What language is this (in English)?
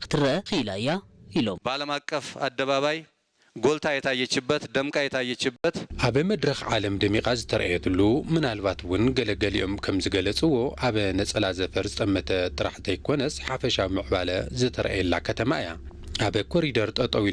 Tigrinya